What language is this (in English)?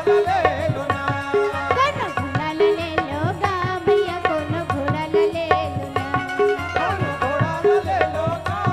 Chhattisgarhi